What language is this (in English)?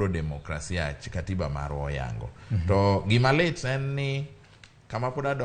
Luo (Kenya and Tanzania)